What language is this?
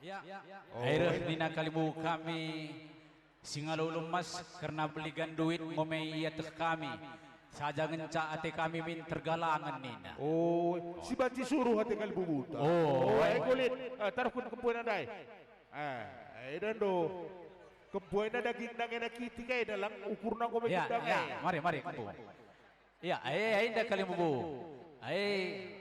Batak Karo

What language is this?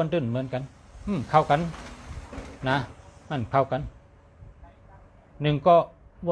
Shan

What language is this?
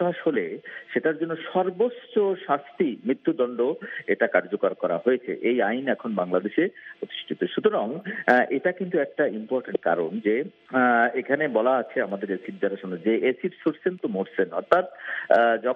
Bangla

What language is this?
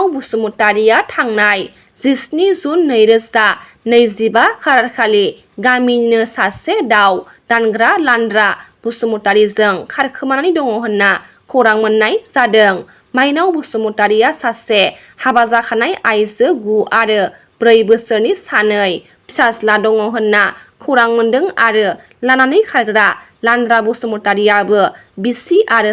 Bodo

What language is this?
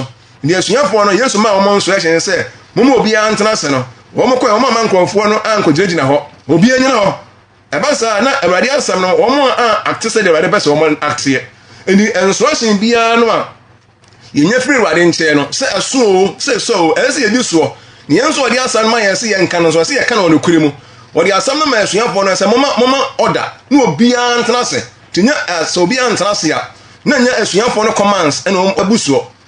Akan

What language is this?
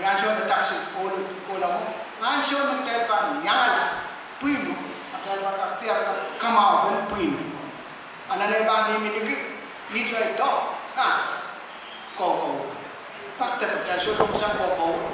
Pohnpeian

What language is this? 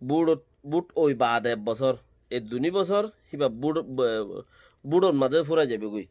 Rohingya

